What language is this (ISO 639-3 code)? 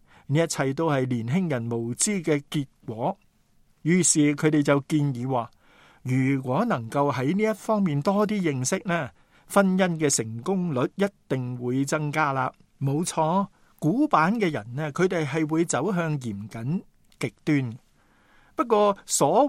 yue